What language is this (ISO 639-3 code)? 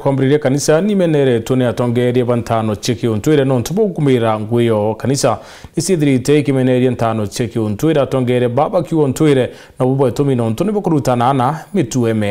mer